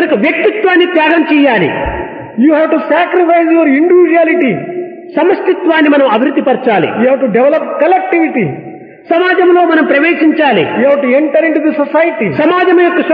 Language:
Telugu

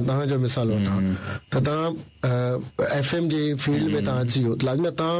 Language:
Sindhi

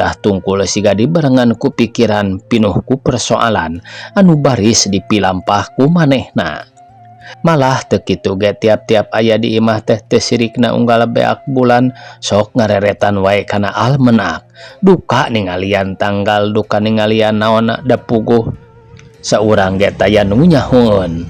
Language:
Sundanese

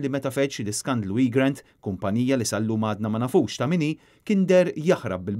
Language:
Maltese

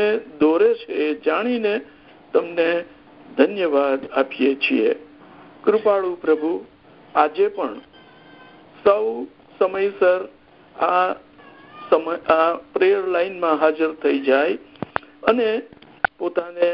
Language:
Gujarati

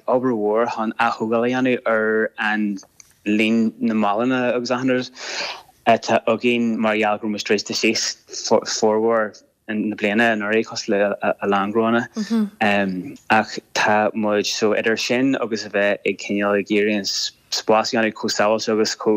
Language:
Irish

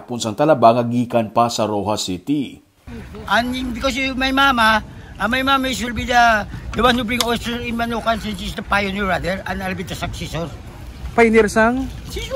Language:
Hiligaynon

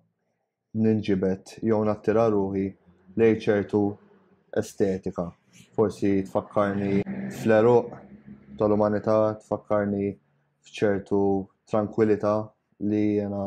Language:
Maltese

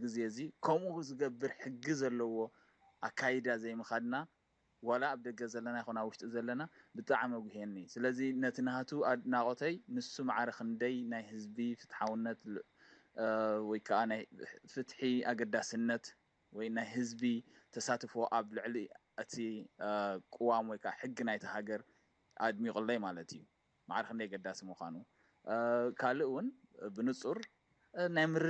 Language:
Tigrinya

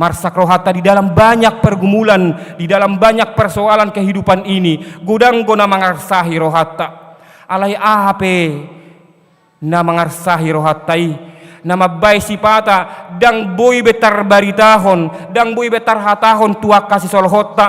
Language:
Batak Toba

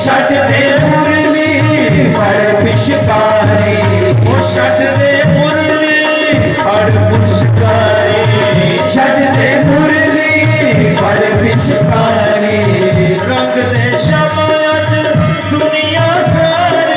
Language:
Dogri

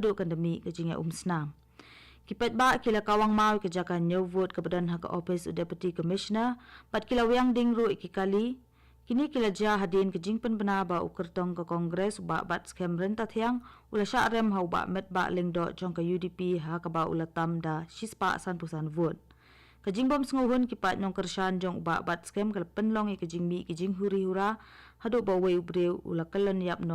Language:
Khasi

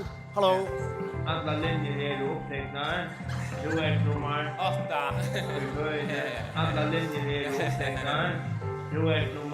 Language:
Faroese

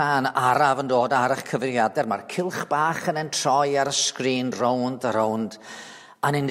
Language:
Welsh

